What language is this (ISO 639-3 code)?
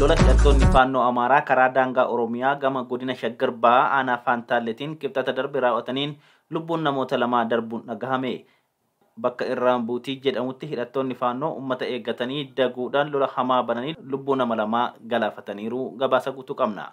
orm